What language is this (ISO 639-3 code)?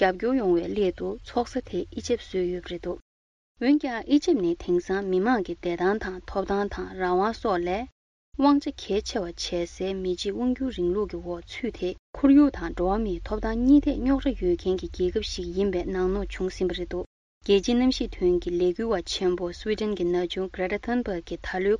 bod